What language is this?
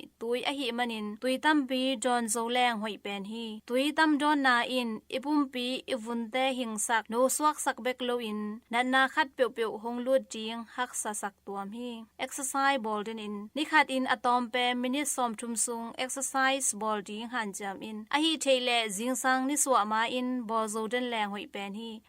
Tedim Chin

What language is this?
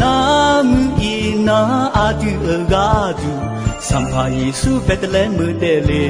Akha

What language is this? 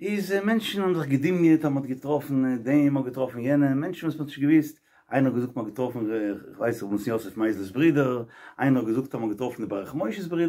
Yiddish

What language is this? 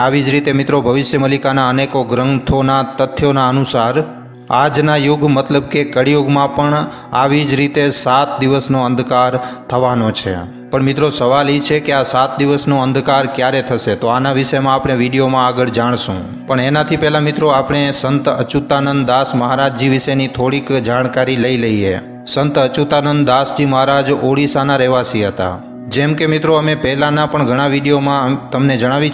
Gujarati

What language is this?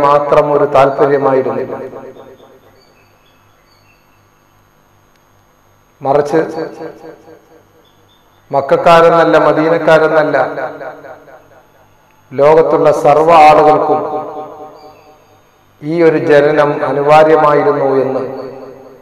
Malayalam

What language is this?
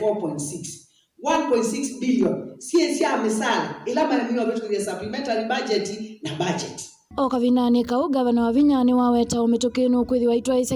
Kamba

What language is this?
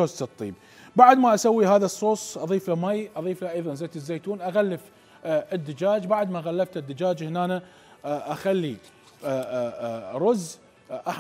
Mesopotamian Arabic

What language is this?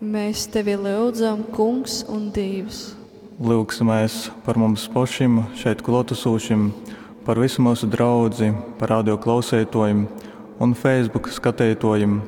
Latgalian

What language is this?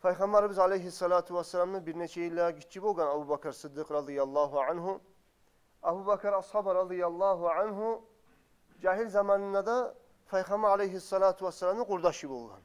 Kumyk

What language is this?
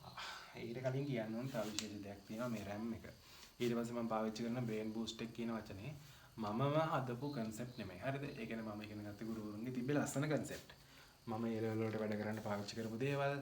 Sinhala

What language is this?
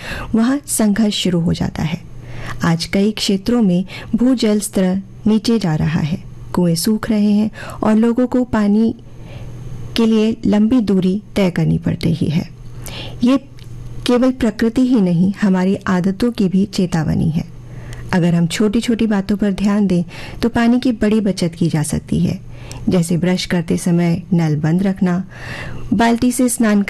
Hindi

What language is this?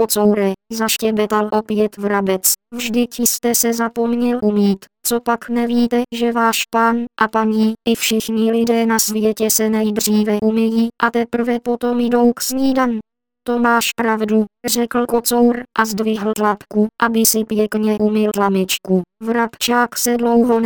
Czech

